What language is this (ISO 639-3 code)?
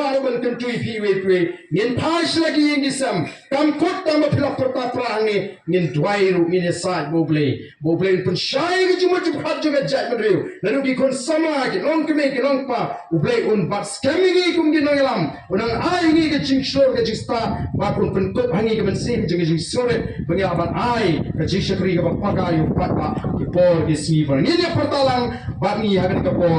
kha